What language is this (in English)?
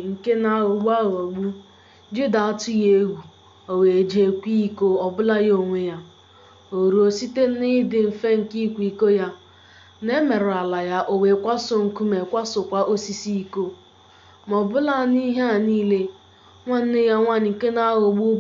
Igbo